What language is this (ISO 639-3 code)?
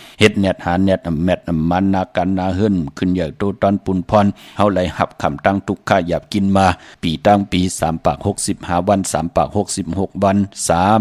shn